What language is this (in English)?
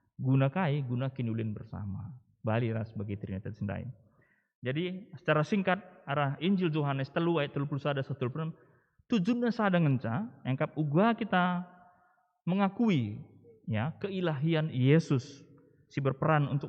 Batak Karo